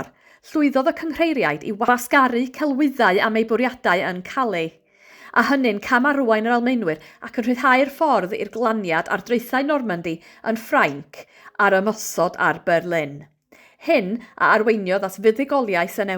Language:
Welsh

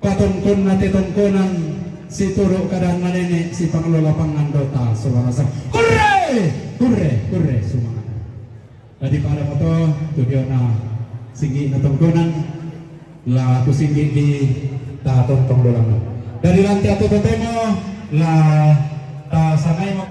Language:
Toraja-Sa'dan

